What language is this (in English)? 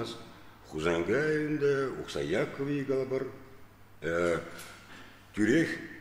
Chuvash